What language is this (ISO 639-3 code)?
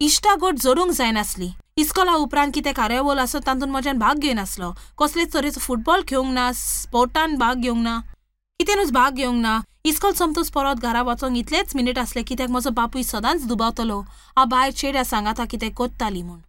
kok